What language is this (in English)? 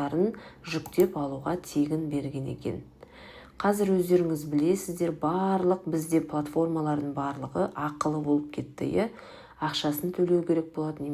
Kazakh